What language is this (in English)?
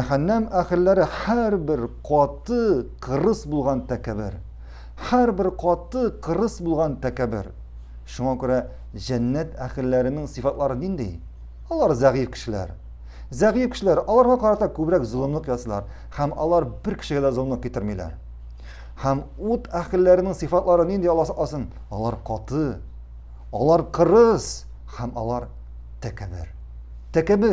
Tatar